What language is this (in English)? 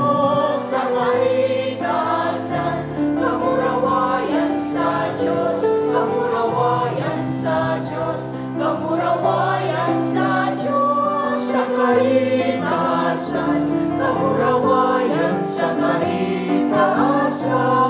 Bikol